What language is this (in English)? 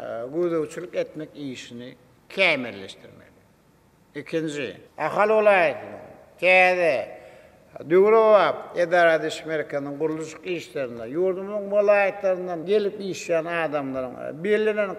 Turkmen